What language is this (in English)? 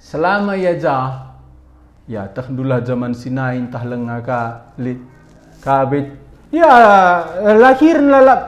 Batak Karo